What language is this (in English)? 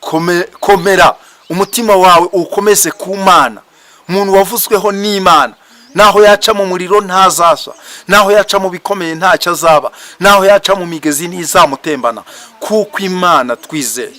Kinyarwanda